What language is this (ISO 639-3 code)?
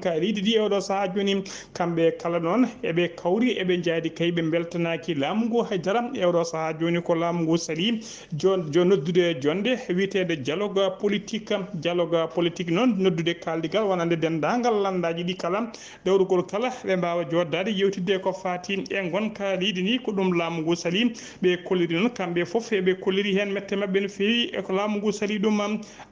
ful